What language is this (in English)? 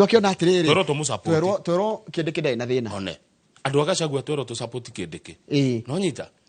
Kikuyu